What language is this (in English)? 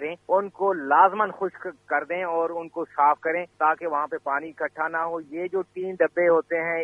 Urdu